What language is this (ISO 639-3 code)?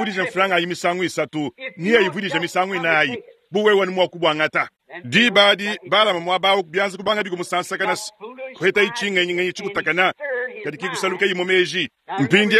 lua